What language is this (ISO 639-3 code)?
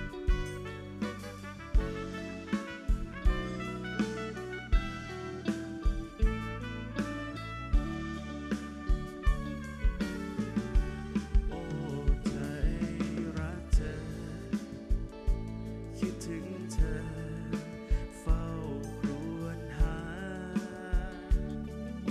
tha